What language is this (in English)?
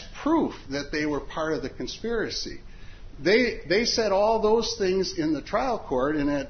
English